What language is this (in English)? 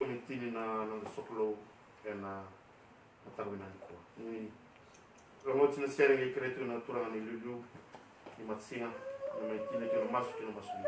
Fijian